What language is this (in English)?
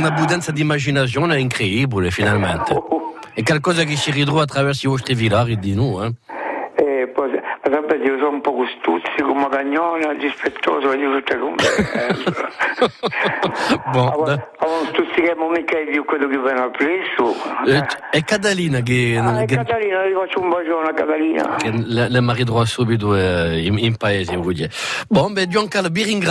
Italian